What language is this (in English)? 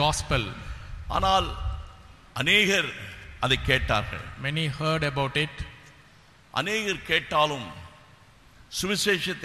Tamil